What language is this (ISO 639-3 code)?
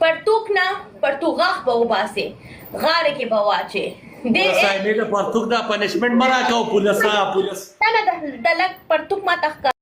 pus